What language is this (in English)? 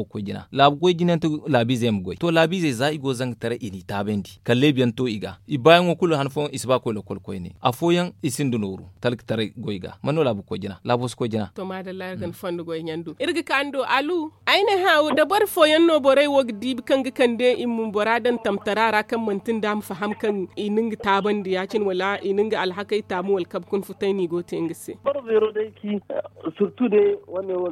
Zarma